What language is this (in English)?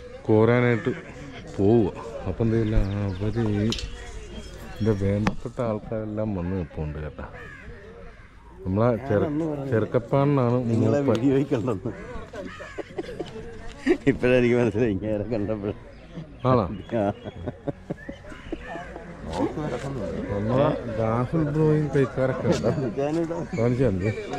Malayalam